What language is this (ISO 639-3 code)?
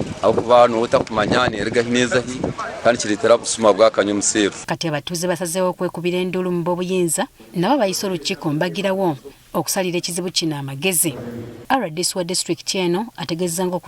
lug